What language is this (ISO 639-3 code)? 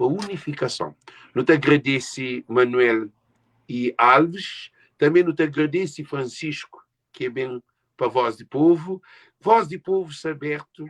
kea